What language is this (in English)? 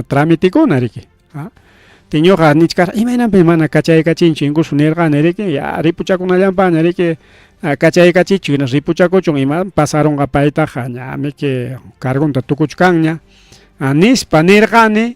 Ayacucho Quechua